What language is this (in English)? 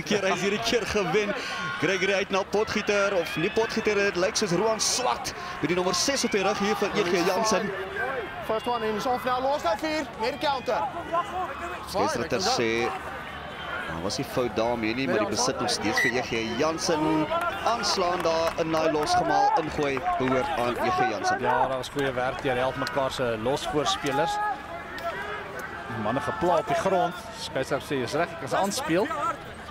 Afrikaans